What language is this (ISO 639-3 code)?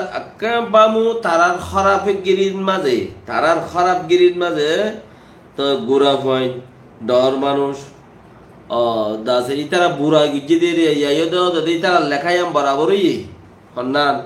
rhg